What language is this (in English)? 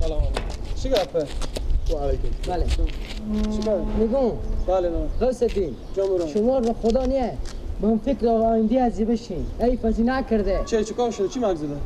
Persian